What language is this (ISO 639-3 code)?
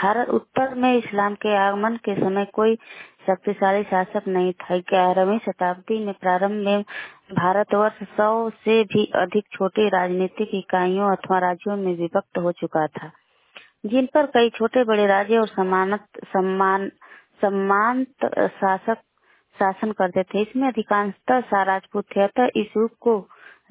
hin